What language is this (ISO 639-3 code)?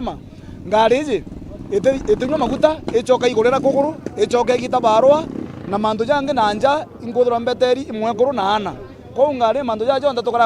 mer